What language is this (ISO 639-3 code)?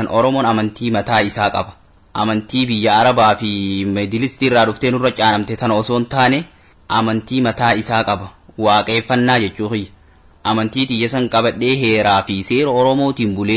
orm